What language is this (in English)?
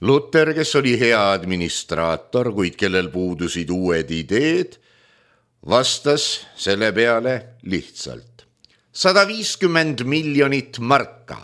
Estonian